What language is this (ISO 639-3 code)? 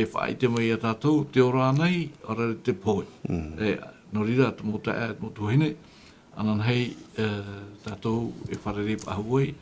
tah